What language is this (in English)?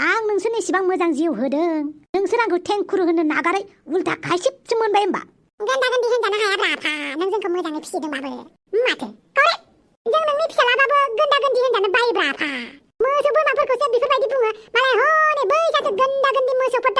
Bodo